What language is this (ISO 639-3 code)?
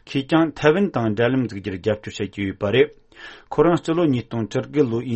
bod